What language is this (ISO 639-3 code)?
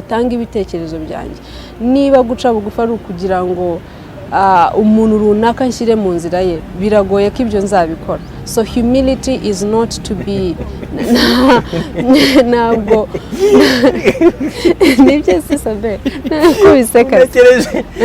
kin